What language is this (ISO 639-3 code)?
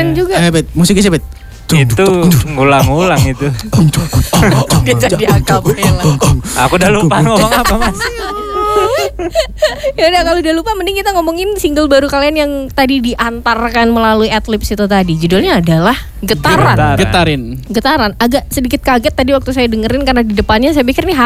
ind